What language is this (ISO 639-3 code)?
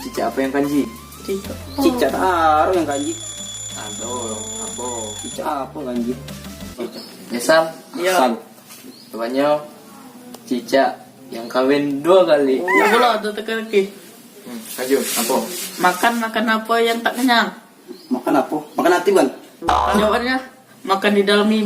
mui